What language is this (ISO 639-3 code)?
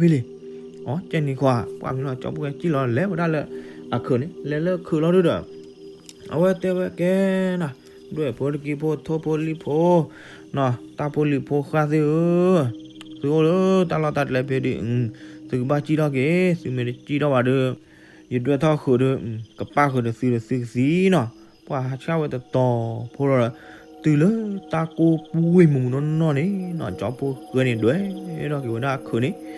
ksw